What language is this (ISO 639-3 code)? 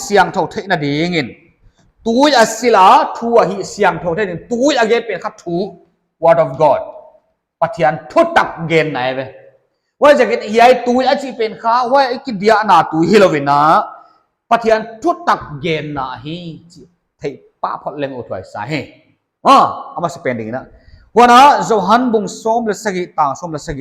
pck